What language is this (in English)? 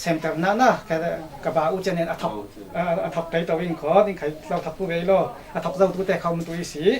Falam Chin